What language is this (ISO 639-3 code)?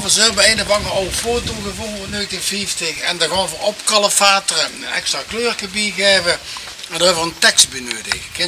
lim